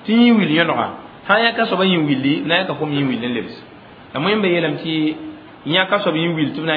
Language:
Mossi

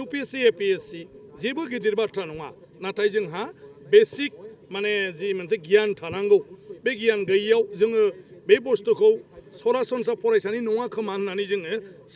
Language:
Bodo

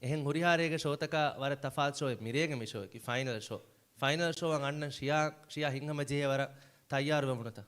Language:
Divehi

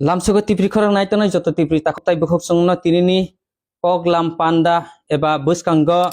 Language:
Kok Borok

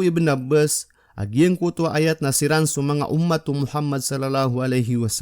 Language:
Maranao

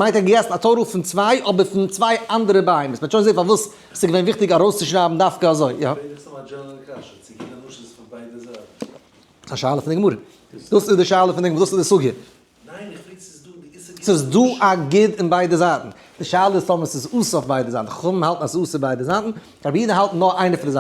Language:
Yiddish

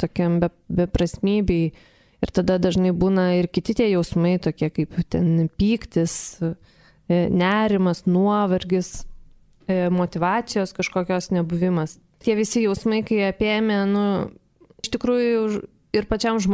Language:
Lithuanian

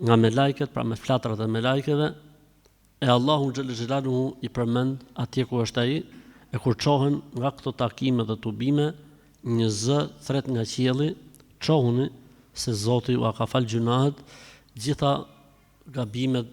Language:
Albanian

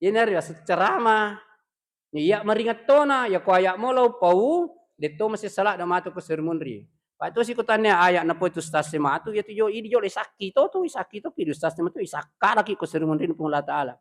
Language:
Buginese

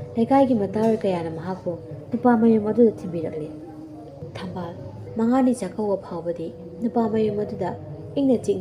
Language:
Manipuri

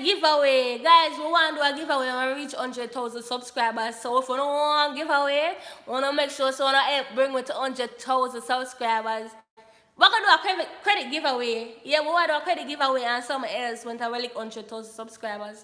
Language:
Jamaican Creole English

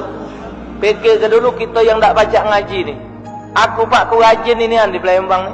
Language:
Musi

